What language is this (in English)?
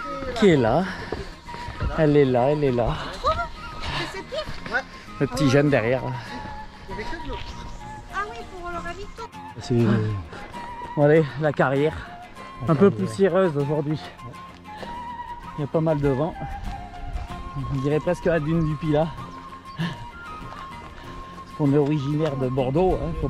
French